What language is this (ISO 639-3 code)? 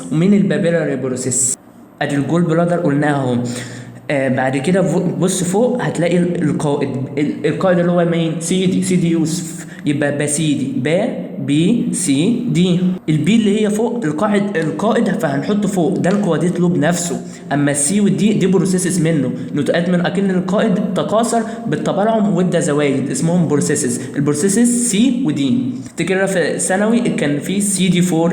arz